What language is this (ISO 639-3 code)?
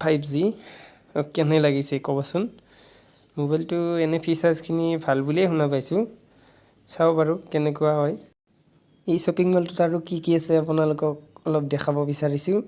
asm